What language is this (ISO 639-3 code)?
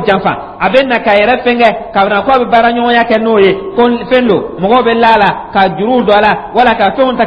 dyu